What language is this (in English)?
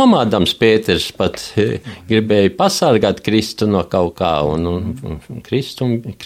Latvian